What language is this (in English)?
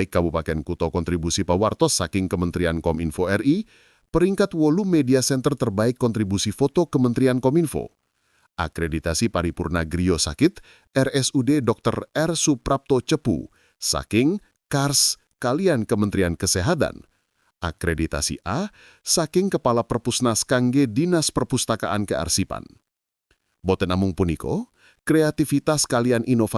Javanese